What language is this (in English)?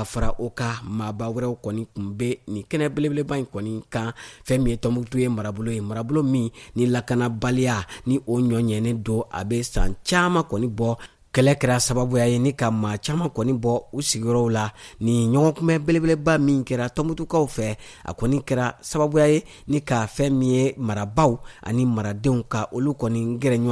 Bambara